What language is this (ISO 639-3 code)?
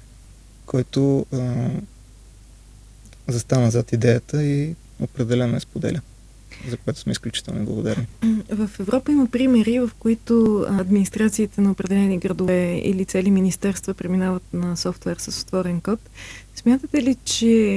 bul